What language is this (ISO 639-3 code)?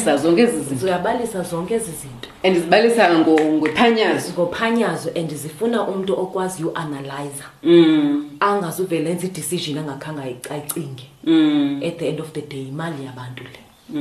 xho